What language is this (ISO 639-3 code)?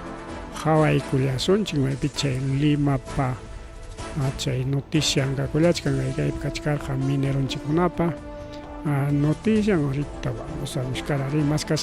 quy